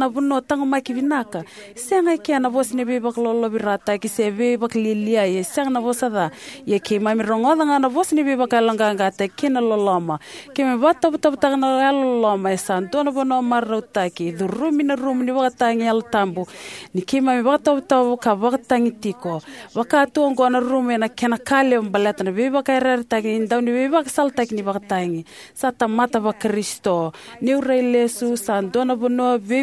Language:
Fijian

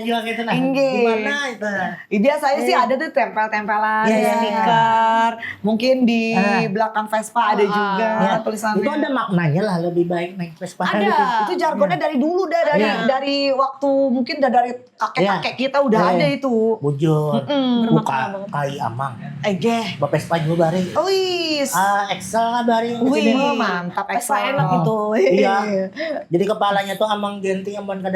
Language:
Banjar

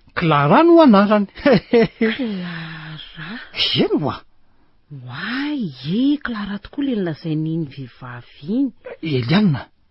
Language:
Malagasy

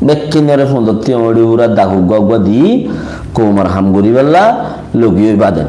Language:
Rohingya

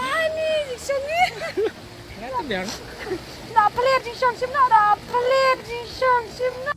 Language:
Khasi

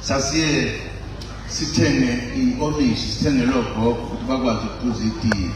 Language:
Zulu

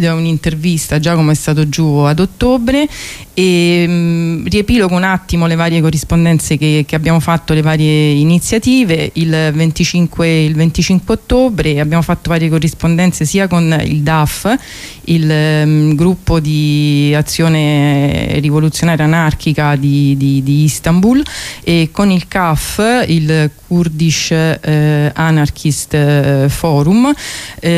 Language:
Italian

